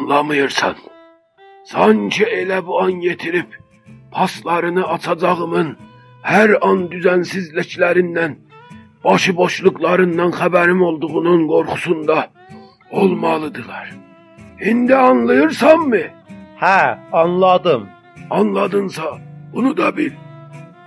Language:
South Azerbaijani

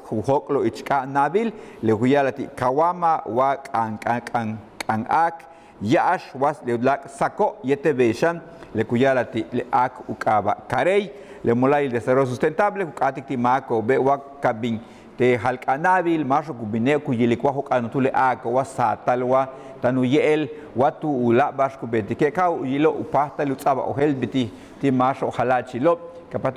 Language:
Yucateco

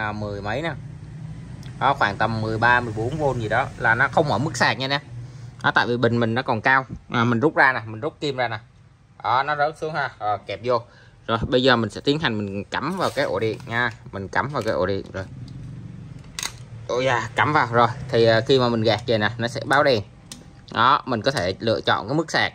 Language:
Vietnamese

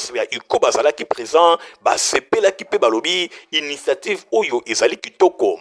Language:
Lingala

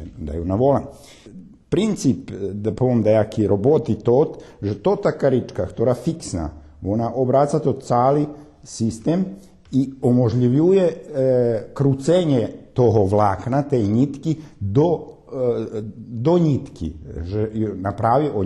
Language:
Rusyn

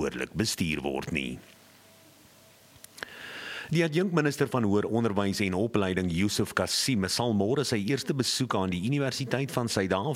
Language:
Afrikaans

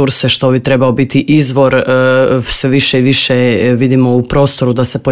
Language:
Croatian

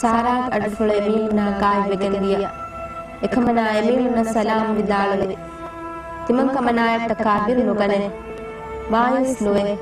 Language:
Divehi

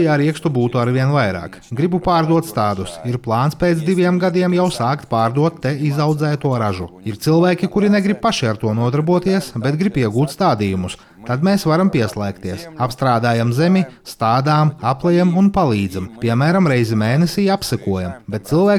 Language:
Latvian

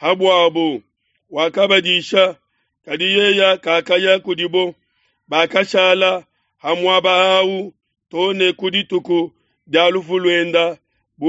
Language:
Luba-Lulua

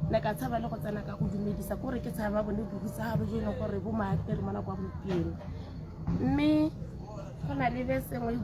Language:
Tswana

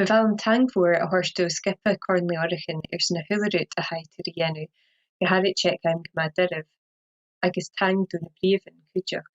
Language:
Scottish Gaelic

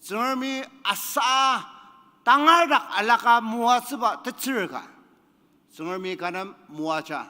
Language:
Ao Naga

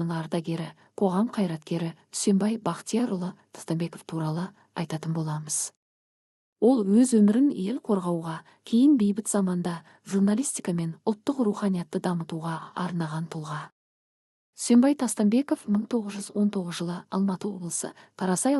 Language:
Kazakh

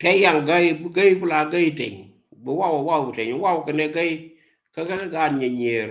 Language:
Nuer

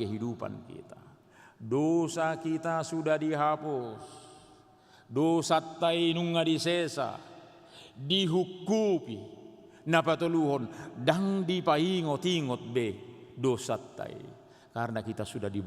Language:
Batak Toba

